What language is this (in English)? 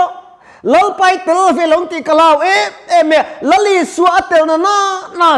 Mizo